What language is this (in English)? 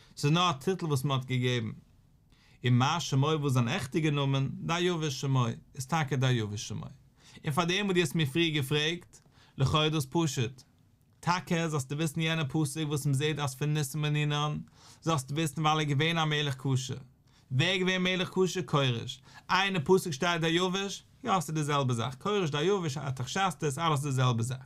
Yiddish